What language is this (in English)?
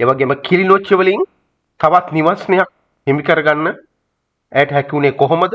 Sinhala